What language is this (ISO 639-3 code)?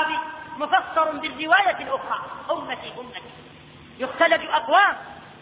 ara